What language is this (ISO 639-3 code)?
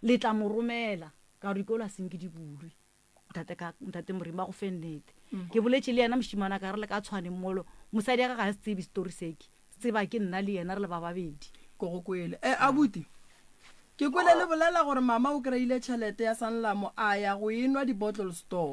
nso